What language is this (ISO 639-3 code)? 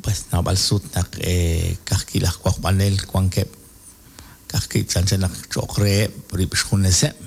kek